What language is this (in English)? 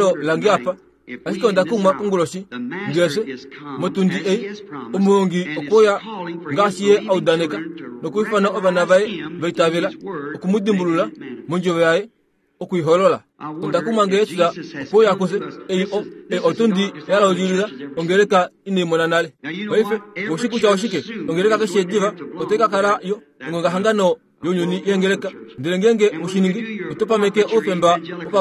Kuanyama